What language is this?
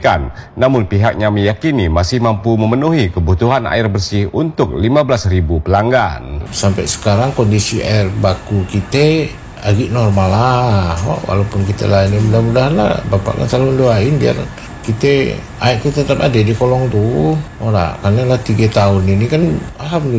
Indonesian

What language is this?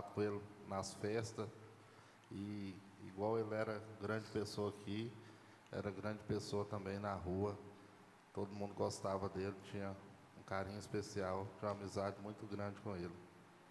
Portuguese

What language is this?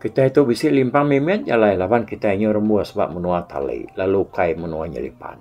Iban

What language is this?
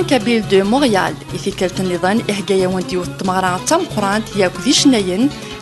Kabyle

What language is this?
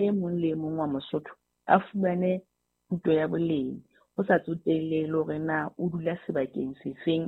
Southern Sotho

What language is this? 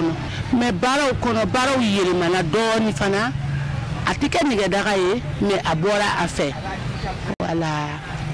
Bambara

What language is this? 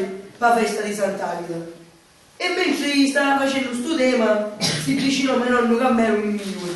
Sicilian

